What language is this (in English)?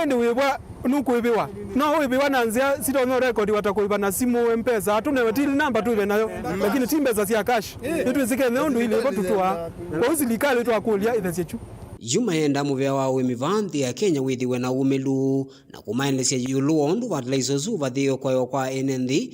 Kamba